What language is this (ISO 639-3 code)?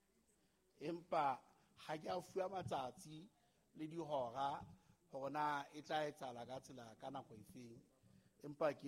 sot